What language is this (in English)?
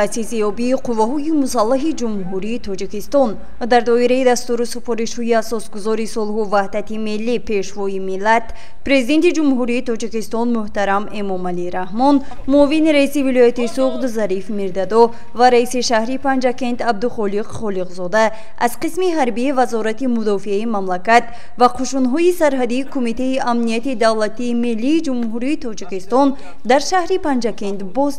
Tajik